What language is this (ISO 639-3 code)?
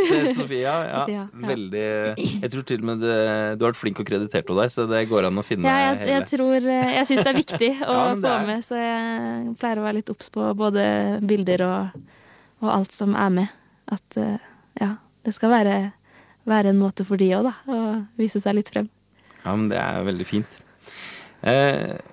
nor